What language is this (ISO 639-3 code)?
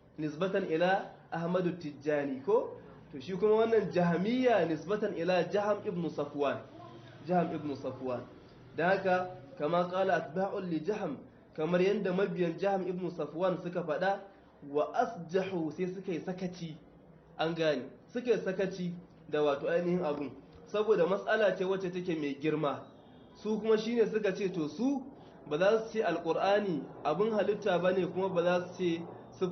hau